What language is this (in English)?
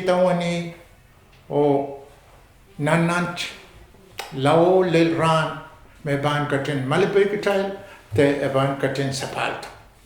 Pohnpeian